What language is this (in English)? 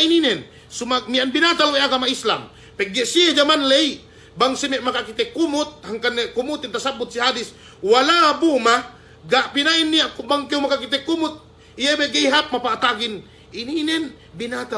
Yakan